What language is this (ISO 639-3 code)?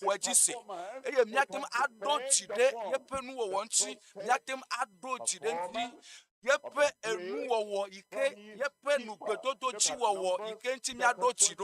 ewe